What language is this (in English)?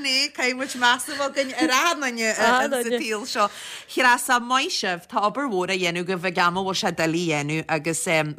Irish